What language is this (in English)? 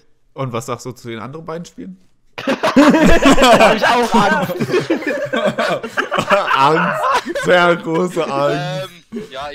German